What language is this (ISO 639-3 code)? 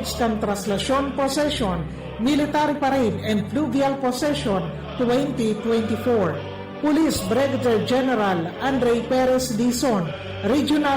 bik